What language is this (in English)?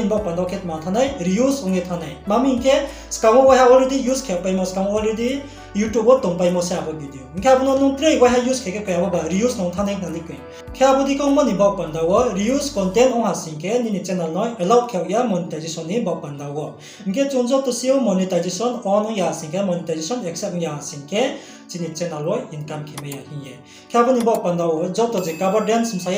Riang (India)